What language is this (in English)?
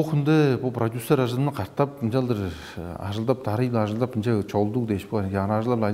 Tuvinian